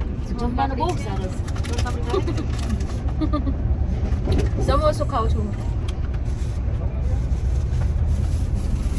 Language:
Gujarati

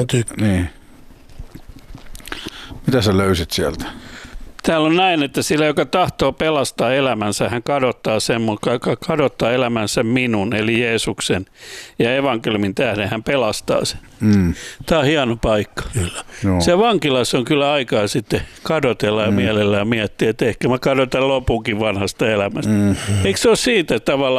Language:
Finnish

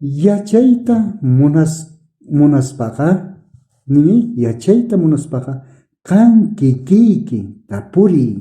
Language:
South Bolivian Quechua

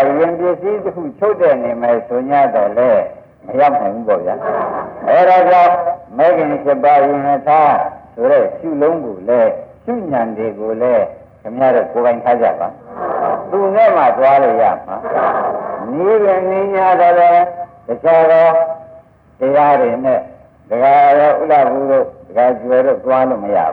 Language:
Burmese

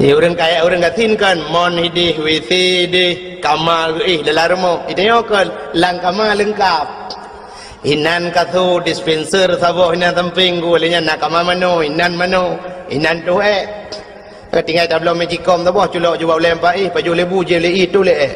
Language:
Achinese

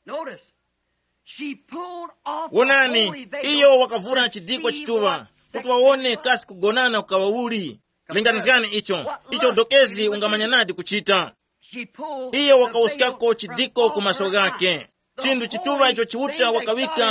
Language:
Tumbuka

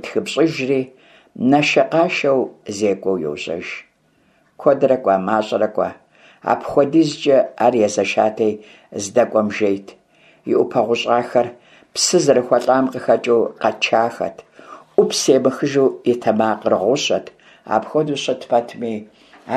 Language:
Kabardian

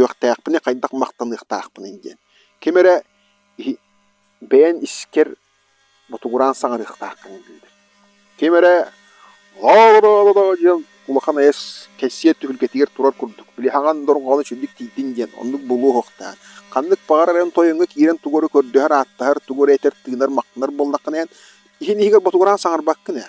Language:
Yakut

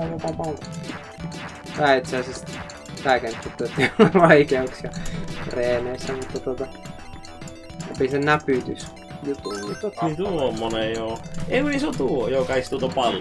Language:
Finnish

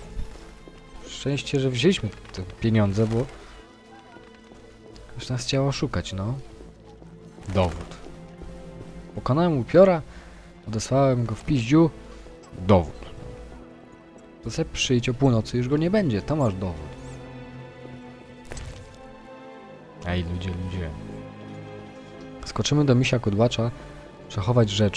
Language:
Polish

